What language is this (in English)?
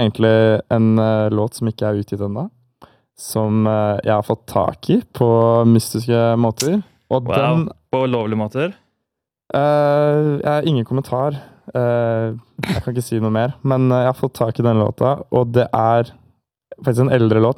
Norwegian